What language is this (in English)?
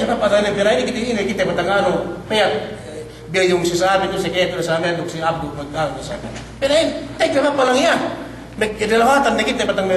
Yakan